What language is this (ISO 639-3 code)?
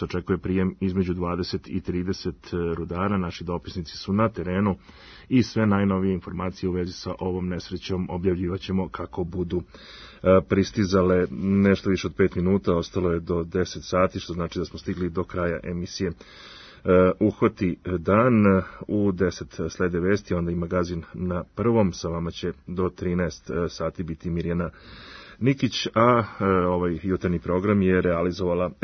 srp